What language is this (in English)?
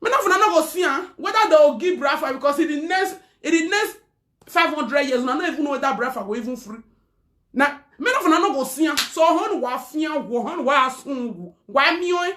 Nigerian Pidgin